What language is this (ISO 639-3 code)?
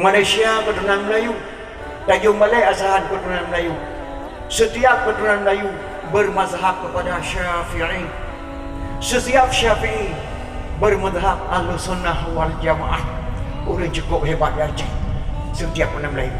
ace